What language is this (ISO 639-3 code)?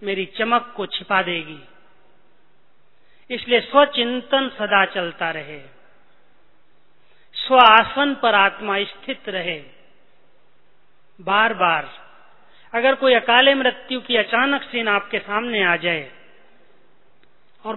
hin